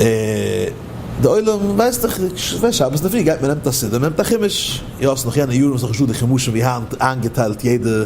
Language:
Yiddish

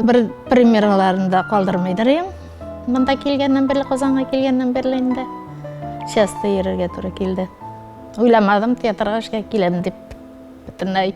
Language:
Tatar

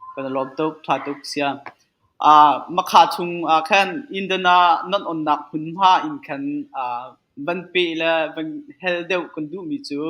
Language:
Hakha Chin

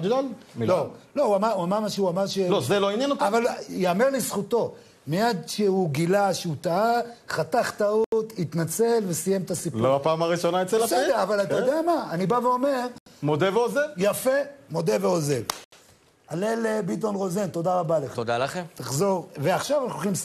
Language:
Hebrew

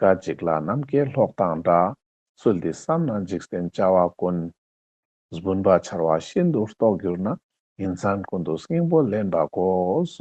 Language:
Ladakhi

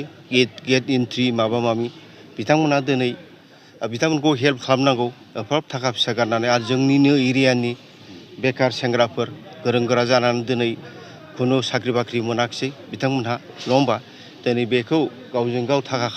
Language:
Bodo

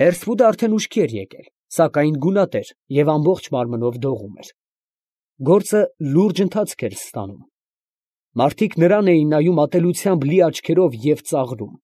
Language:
Armenian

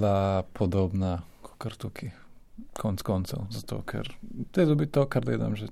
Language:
Slovenian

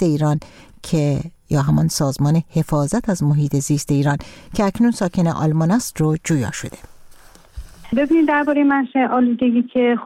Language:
Persian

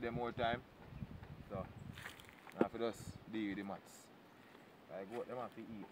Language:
Jamaican Creole English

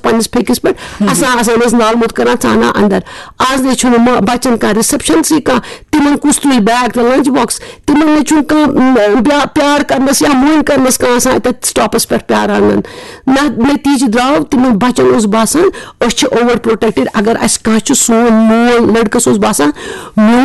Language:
Kashmiri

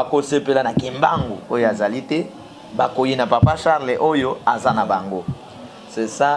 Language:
Lingala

